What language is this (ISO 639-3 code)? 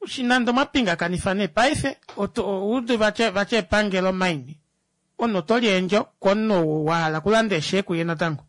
kua